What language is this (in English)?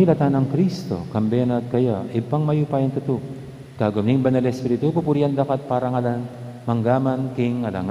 Pampanga